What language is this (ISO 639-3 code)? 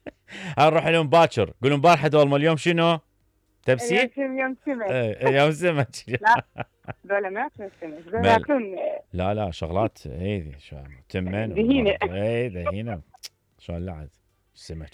acm